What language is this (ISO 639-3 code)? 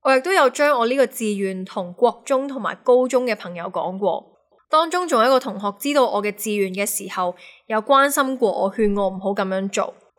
yue